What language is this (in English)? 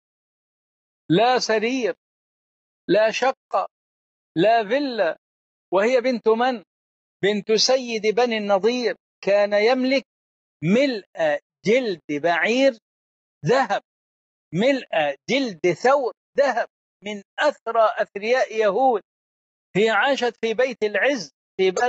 Arabic